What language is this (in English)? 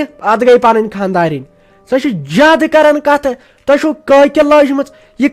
Kashmiri